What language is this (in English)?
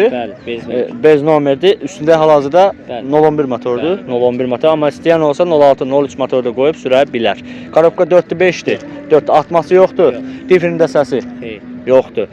Azerbaijani